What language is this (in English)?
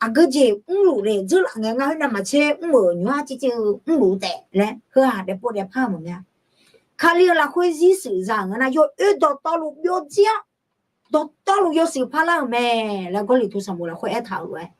Akha